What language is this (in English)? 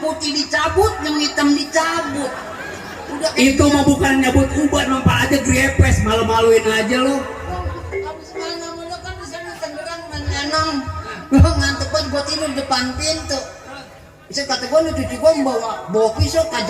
Betawi